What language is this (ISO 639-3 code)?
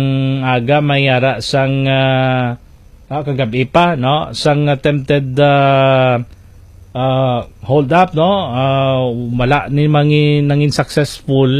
hil